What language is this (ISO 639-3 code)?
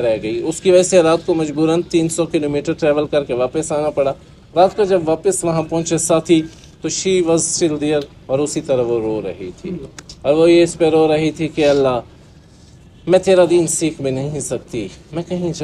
urd